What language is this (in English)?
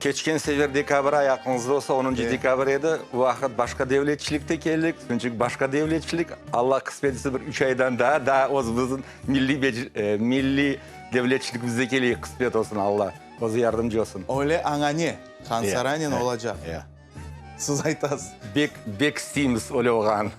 Crimean Tatar